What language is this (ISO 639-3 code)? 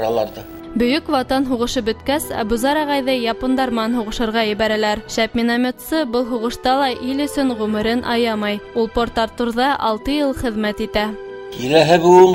bak